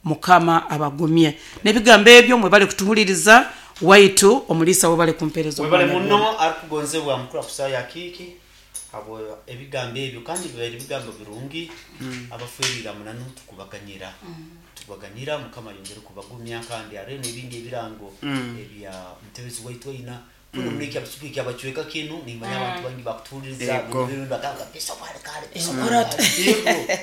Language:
Nyoro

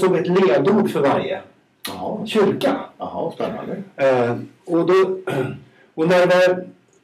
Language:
Swedish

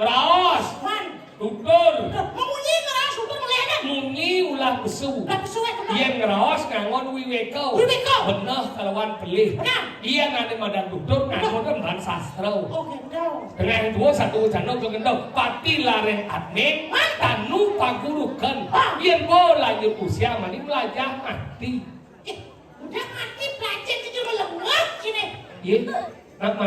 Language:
Balinese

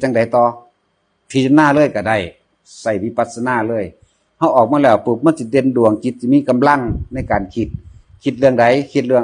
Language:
Northeastern Thai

